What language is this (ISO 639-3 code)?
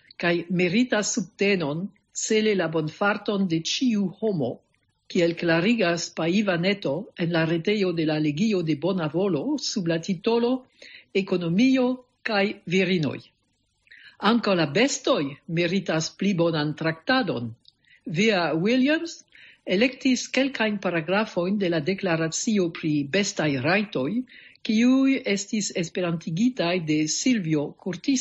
epo